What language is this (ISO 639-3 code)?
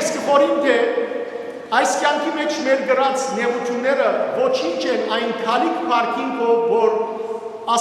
hyw